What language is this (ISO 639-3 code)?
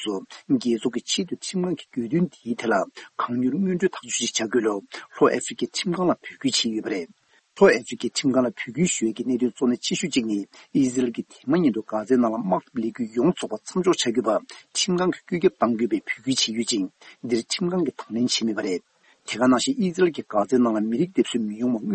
bod